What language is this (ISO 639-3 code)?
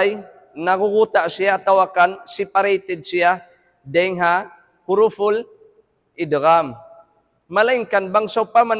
tsg